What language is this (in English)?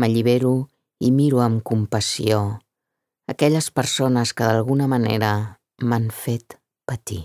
Catalan